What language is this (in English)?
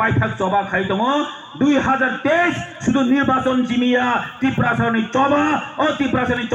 Kok Borok